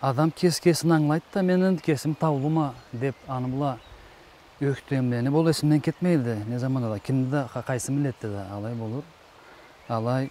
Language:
Karachay-Balkar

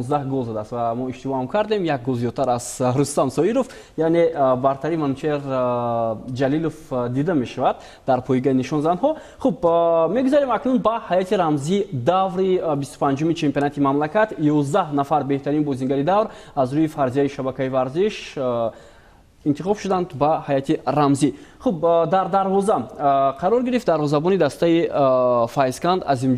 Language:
Tajik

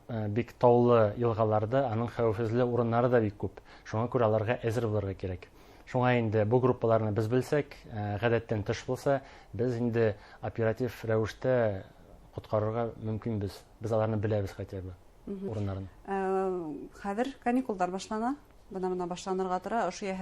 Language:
Bashkir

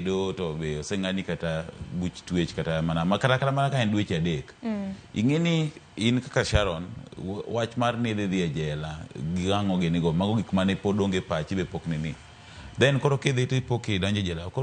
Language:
Luo (Kenya and Tanzania)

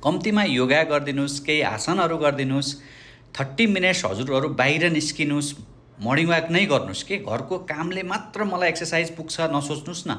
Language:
Nepali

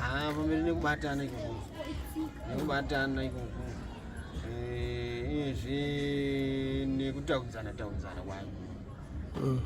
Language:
Shona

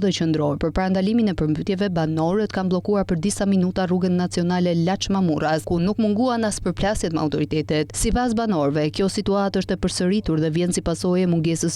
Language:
Albanian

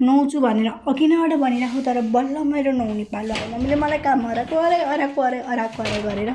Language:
Nepali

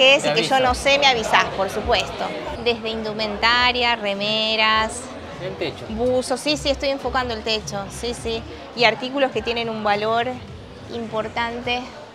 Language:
Spanish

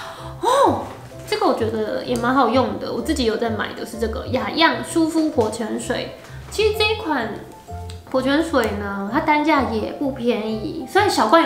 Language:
Chinese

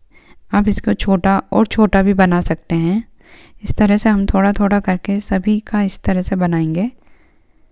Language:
Hindi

